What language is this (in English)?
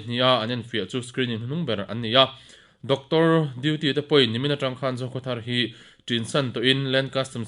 Mizo